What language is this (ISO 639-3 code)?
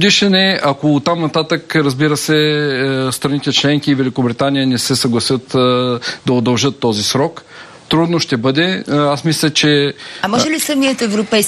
bul